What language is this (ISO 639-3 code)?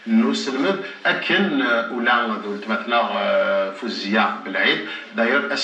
kab